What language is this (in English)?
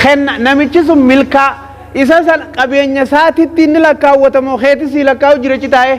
Oromo